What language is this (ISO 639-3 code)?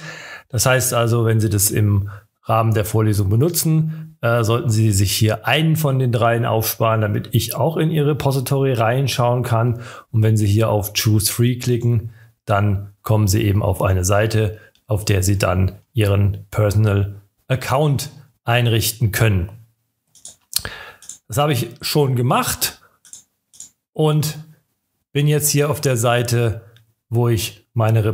deu